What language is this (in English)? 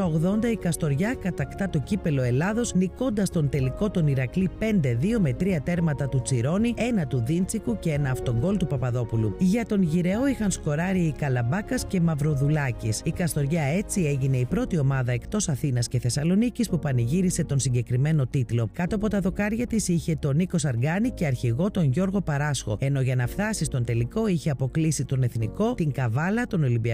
Greek